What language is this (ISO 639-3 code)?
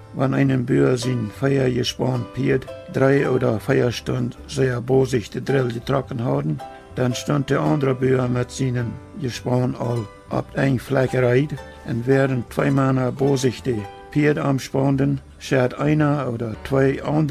pdt